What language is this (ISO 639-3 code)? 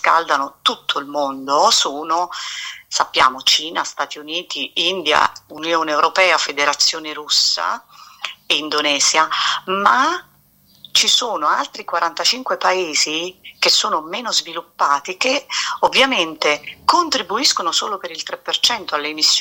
ita